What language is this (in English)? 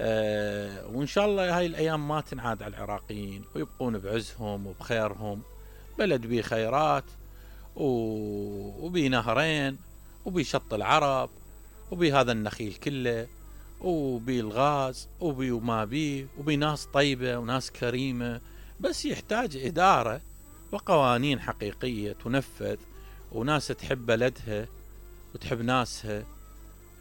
Mesopotamian Arabic